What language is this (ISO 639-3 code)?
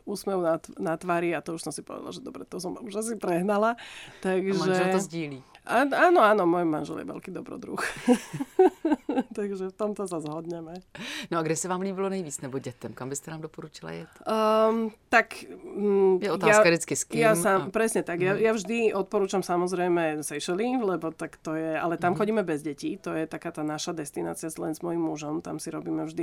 slk